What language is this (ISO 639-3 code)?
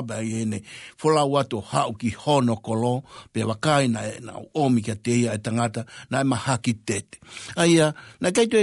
ton